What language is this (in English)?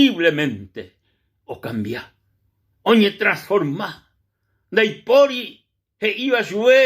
Guarani